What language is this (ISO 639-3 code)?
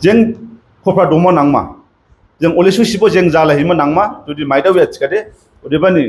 dis